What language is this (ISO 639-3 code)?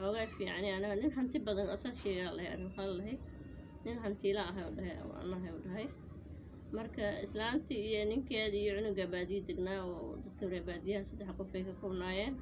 som